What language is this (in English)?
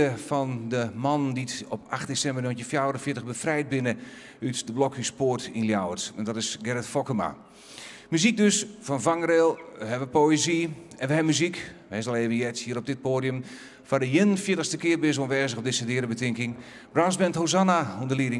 Western Frisian